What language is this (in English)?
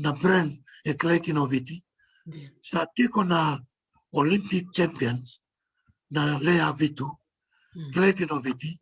Fijian